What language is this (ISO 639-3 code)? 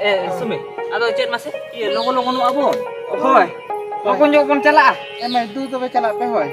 sat